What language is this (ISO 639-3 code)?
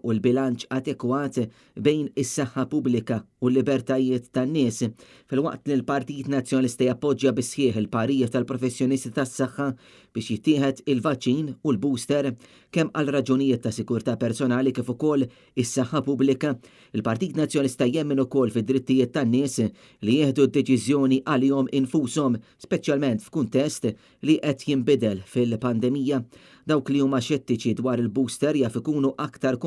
mlt